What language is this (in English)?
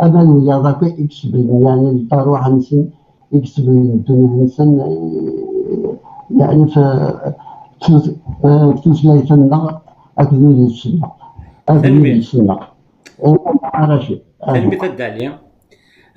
Kabyle